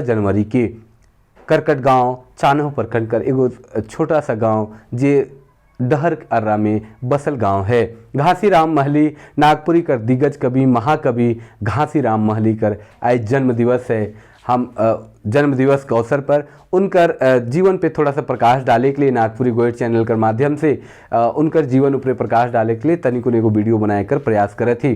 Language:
Sadri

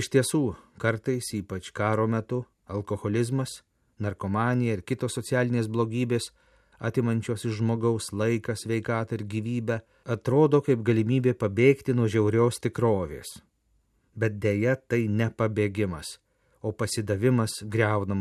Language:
Lithuanian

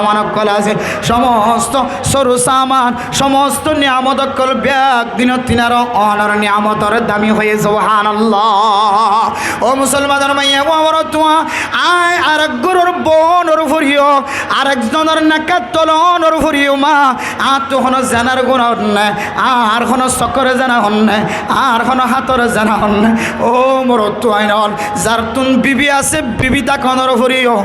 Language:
Rohingya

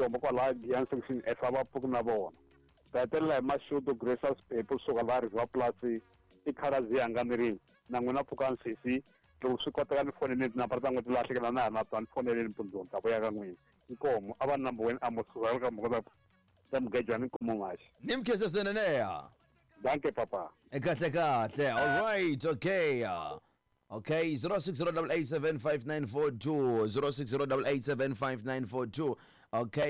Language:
Tsonga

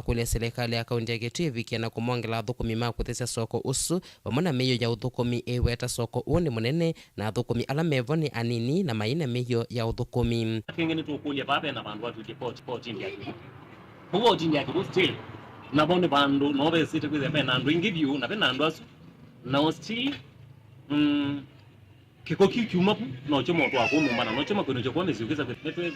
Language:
Kamba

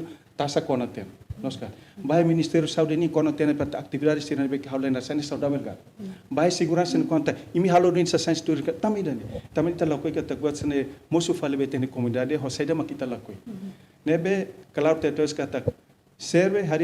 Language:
Tetum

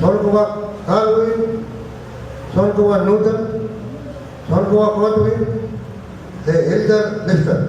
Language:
Pohnpeian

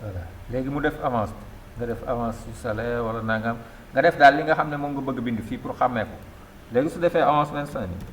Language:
Wolof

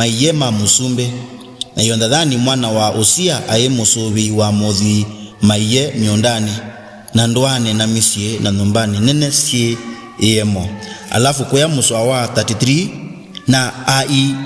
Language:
Kamba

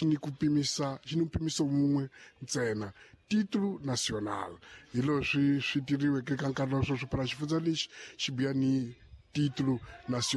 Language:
Tsonga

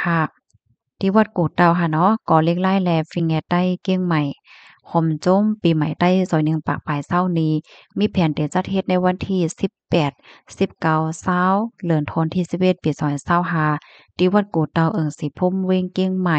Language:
Shan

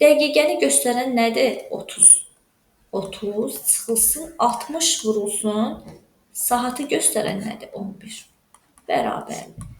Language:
Azerbaijani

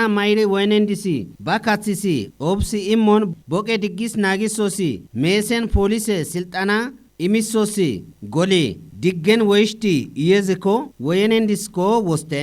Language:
Kafa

